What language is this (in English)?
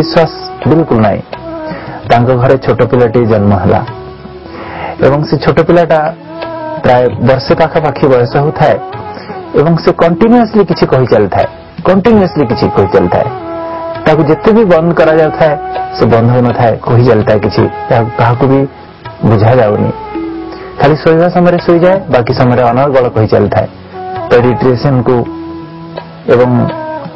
Odia